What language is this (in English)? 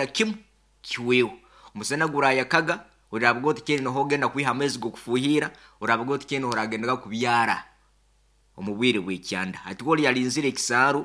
Nyoro